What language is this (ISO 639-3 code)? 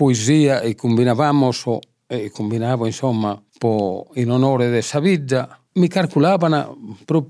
srd